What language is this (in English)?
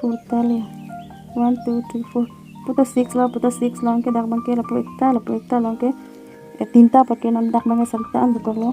Karbi